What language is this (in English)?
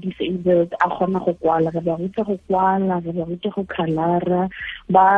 Tswana